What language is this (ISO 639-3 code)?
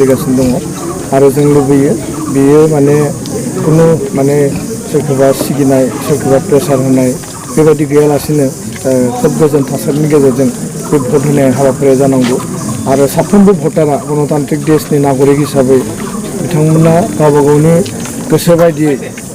brx